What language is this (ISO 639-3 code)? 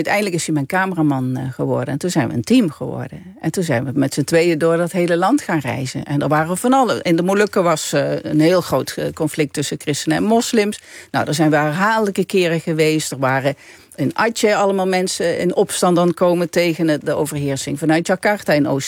nld